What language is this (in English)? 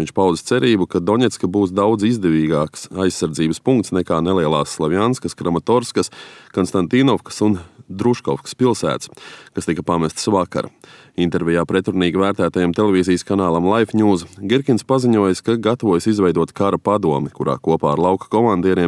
Latvian